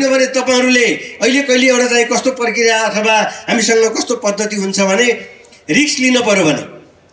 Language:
Nepali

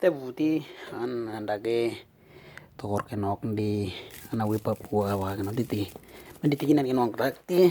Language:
Western Dani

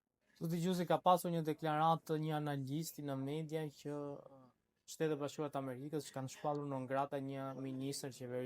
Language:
Albanian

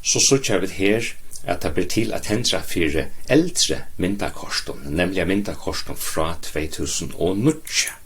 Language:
Faroese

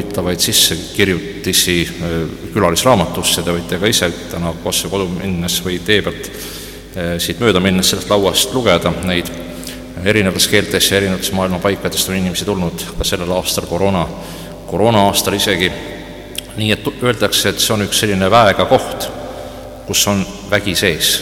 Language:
Estonian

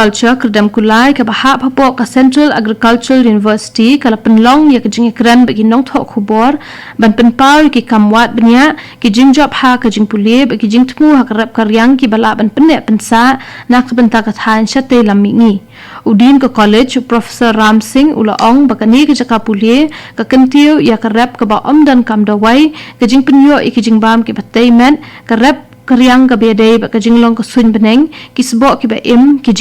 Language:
Khasi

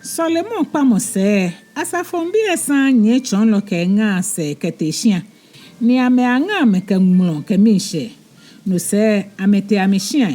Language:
Ga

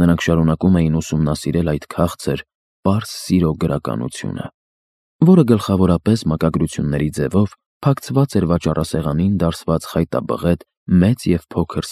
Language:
Armenian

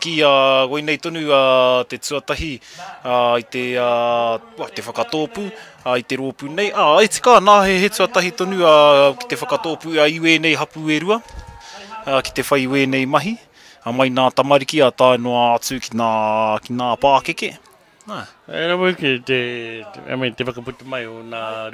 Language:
Māori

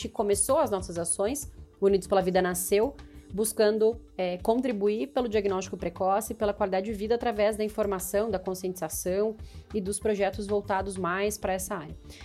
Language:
Portuguese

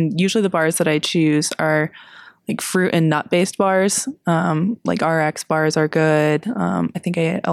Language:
English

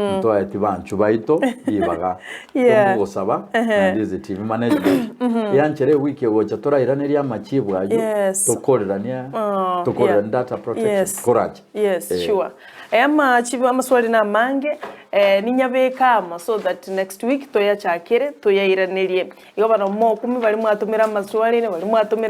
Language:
Gusii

